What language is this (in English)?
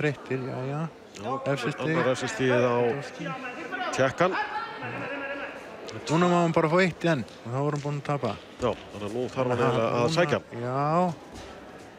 Icelandic